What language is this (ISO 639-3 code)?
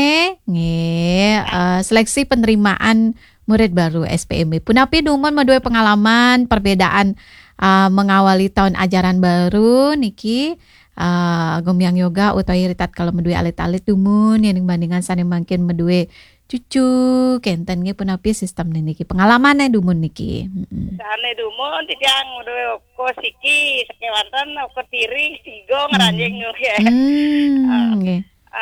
ban